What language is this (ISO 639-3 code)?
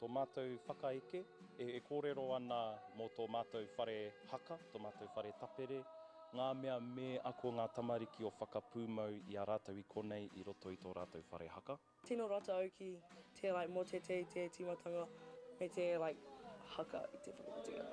mri